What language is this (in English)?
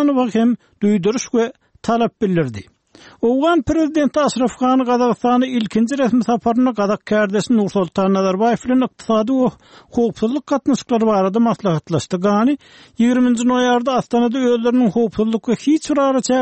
Turkmen